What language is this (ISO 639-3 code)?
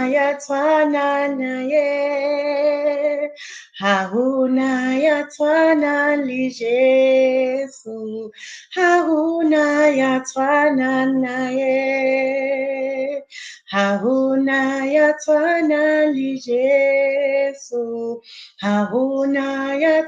sot